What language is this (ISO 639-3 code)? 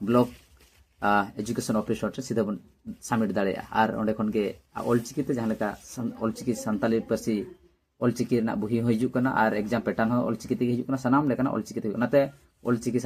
sat